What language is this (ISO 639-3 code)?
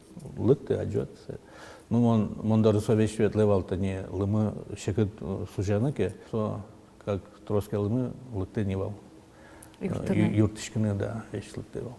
udm